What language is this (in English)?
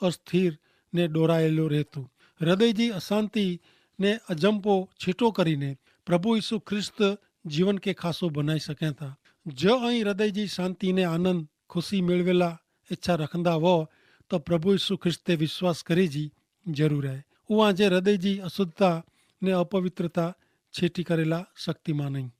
Kachhi